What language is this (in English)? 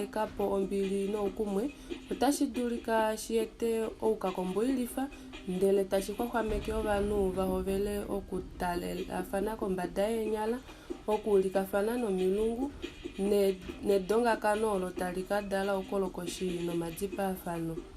Kuanyama